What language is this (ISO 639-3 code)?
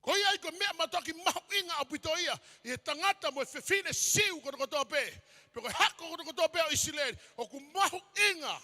ton